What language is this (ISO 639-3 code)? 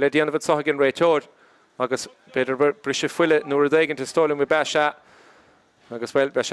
gle